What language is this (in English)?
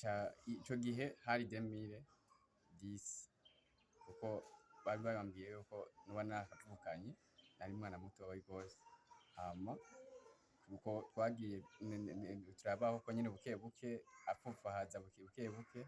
Rundi